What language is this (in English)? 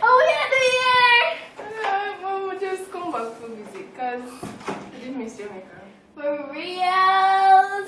Jamaican Creole English